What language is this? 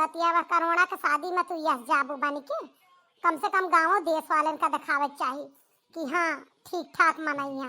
Awadhi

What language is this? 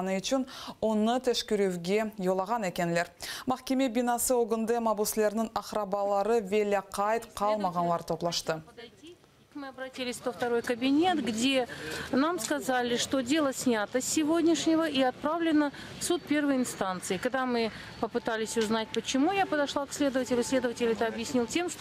Crimean Tatar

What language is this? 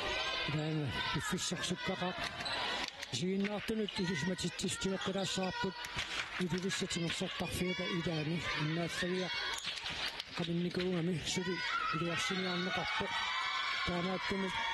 Kalaallisut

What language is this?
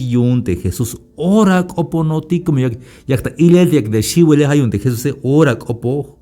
Tzeltal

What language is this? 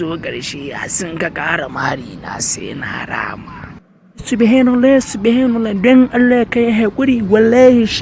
Hausa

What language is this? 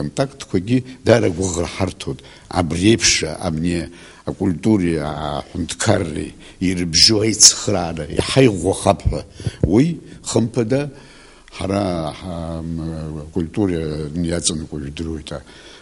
Abkhazian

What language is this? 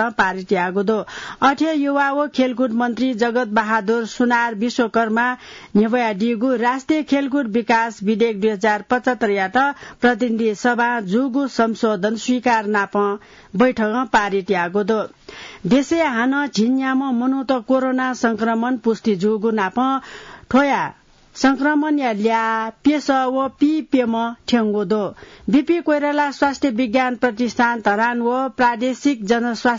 Newari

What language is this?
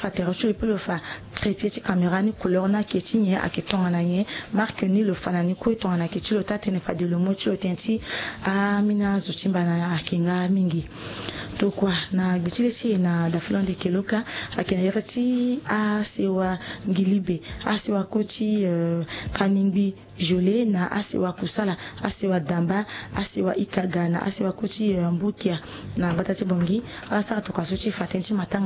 Sango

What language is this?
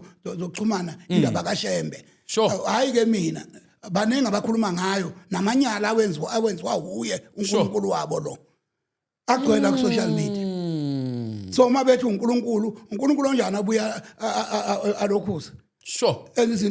Zulu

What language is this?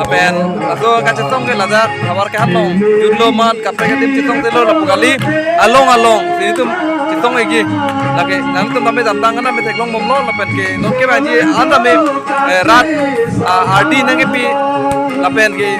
Karbi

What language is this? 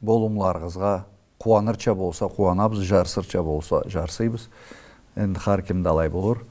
Karachay-Balkar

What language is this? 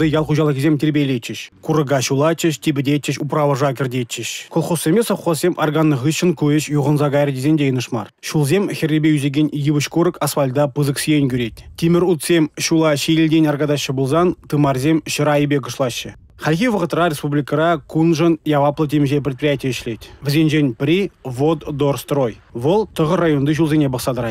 Chuvash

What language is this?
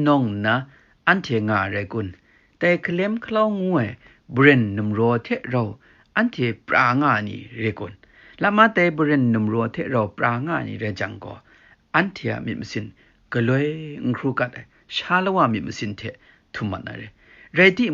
Kachin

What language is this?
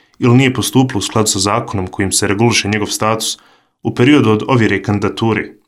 Bosnian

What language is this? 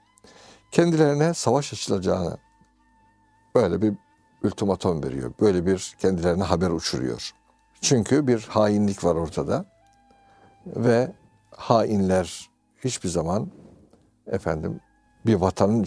Turkish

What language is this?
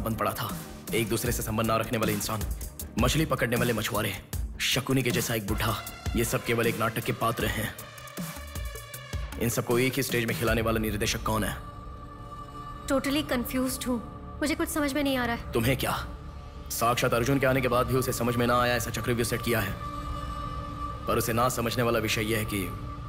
Hindi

